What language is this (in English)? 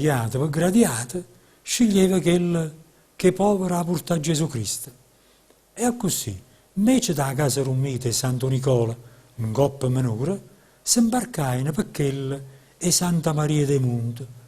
Neapolitan